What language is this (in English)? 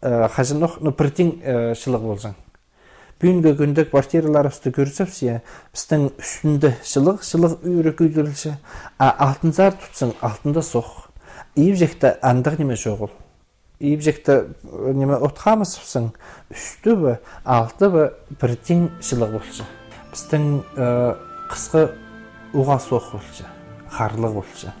Khakas